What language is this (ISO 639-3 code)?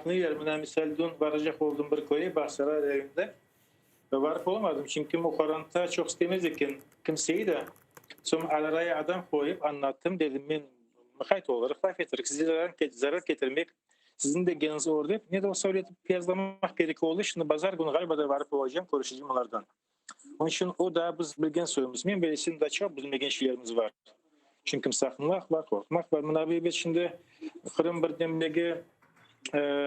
crh